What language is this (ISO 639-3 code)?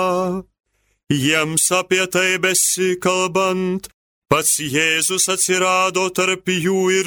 lit